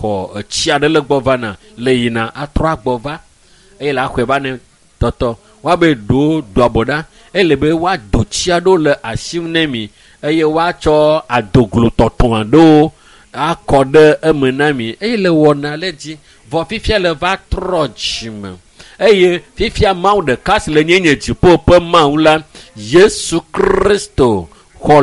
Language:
Ewe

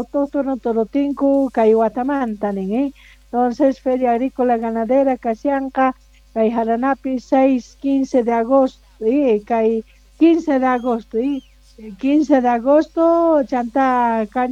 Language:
South Bolivian Quechua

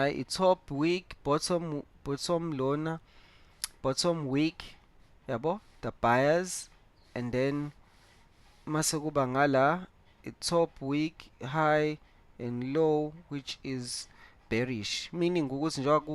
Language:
Zulu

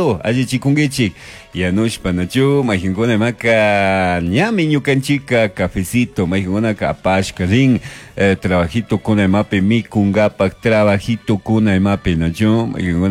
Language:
Chimborazo Highland Quichua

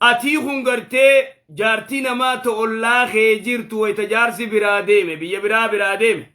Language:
Oromo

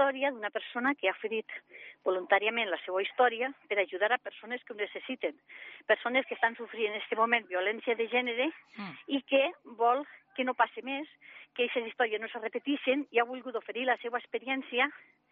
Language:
Catalan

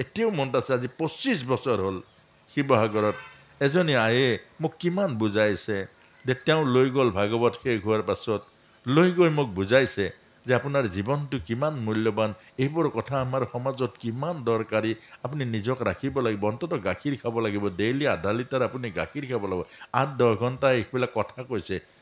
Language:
Assamese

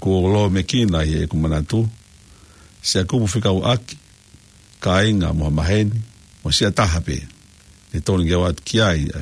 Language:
Tongan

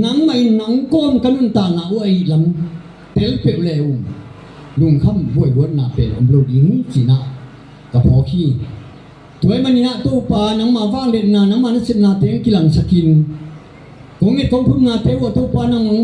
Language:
Tedim Chin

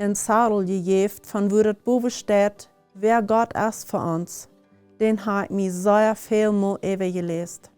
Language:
Plautdietsch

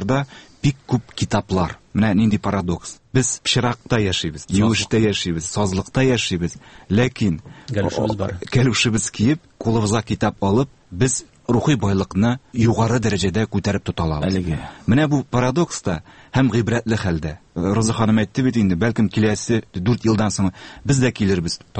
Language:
Tatar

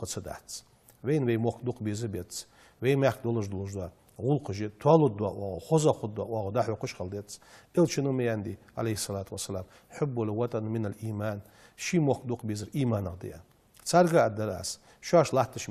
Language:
Ingush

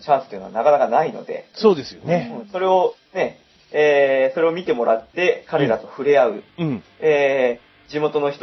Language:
Japanese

